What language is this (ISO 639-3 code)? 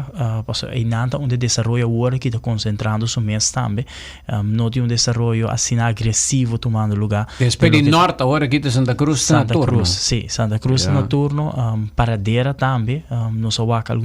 pap